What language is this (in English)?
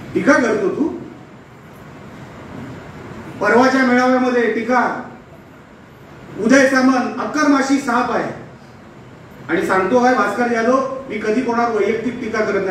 Marathi